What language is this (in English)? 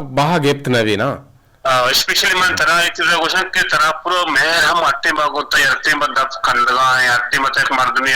Eastern Balochi